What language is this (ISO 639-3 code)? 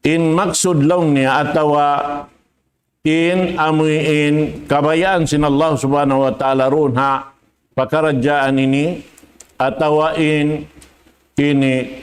tsg